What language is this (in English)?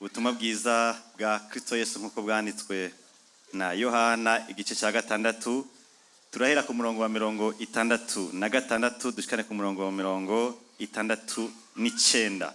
Rundi